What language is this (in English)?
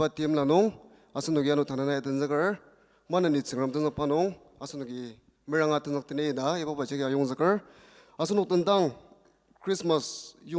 Ao Naga